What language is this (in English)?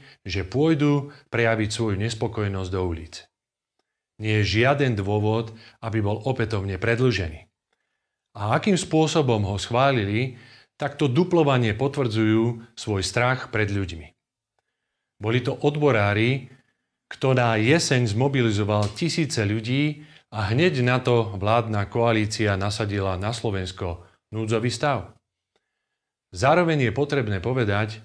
Slovak